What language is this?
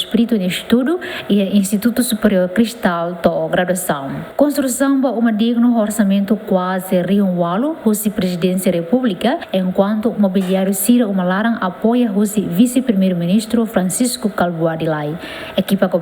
Tetum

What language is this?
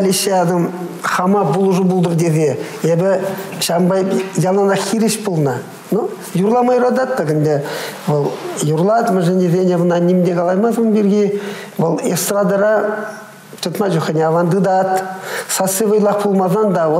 Chuvash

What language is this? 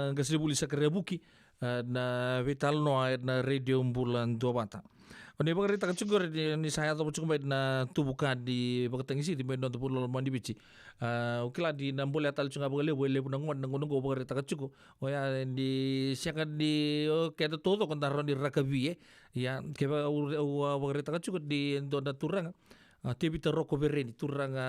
Fijian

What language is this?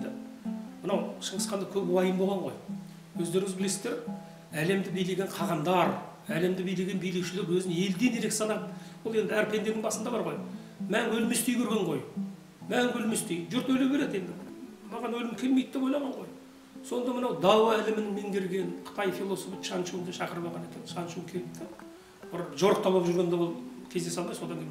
Kazakh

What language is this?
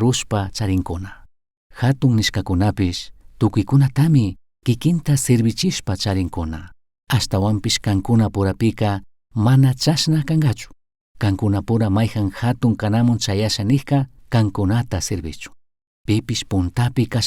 Chimborazo Highland Quichua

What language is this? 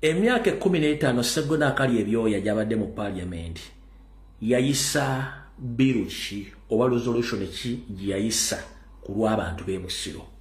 Ganda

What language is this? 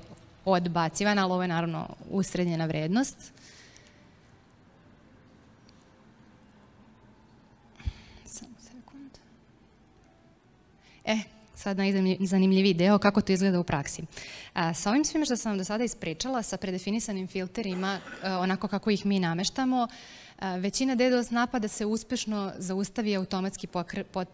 Serbian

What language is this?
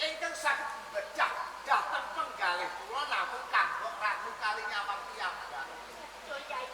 Javanese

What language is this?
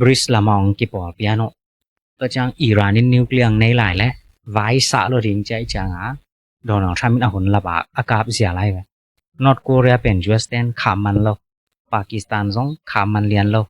Tedim Chin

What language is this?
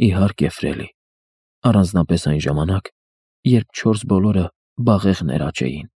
Armenian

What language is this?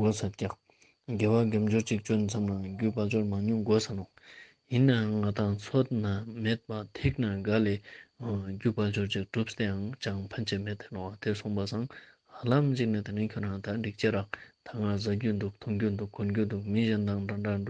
Ladakhi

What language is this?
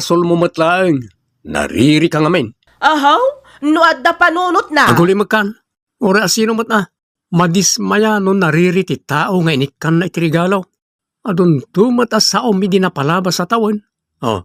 Iloko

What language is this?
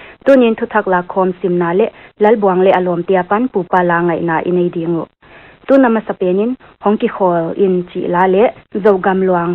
Paite Chin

